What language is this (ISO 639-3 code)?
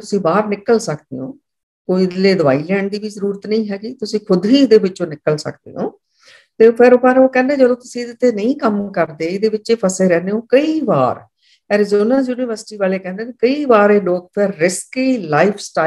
pan